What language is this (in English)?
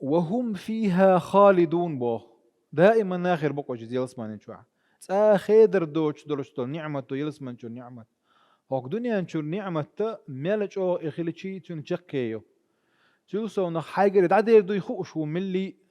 Chechen